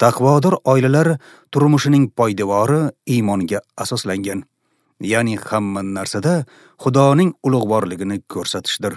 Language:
Uzbek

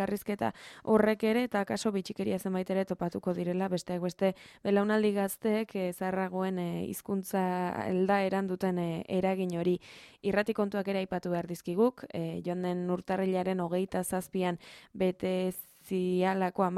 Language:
Basque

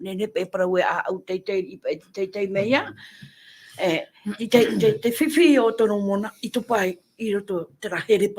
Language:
Tahitian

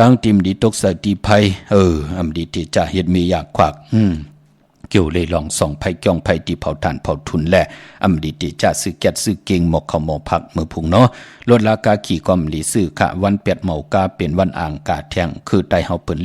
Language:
Shan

